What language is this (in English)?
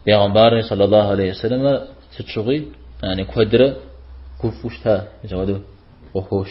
Kabardian